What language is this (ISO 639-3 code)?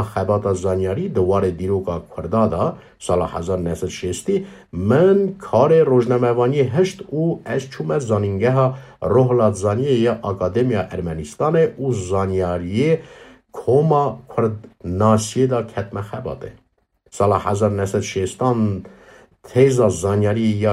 kur